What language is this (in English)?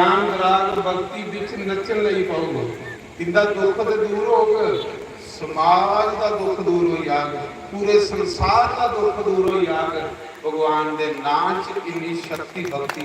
Dogri